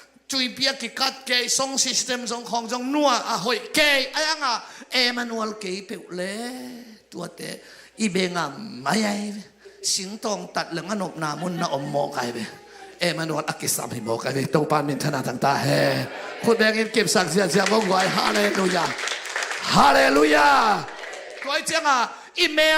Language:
Tedim Chin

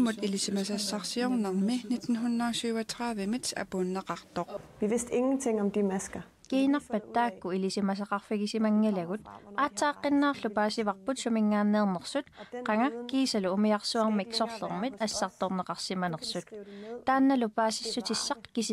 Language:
Kalaallisut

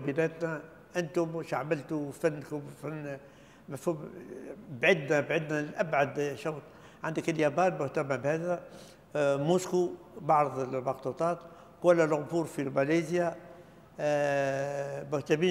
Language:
Tunisian Arabic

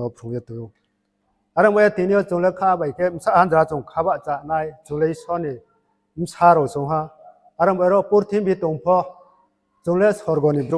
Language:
Riang (India)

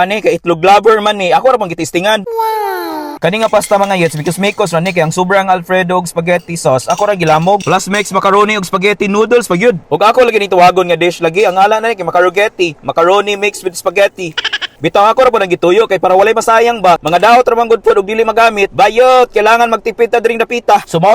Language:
Cebuano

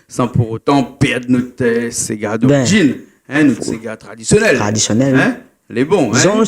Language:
Réunion Creole French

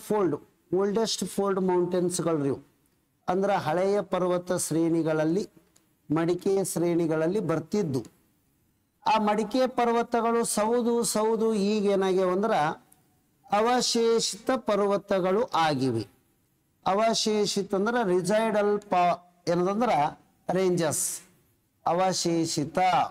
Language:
Kannada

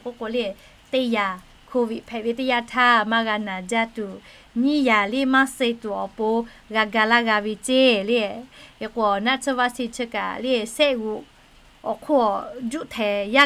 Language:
Lahu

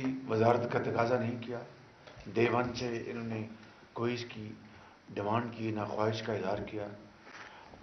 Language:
Urdu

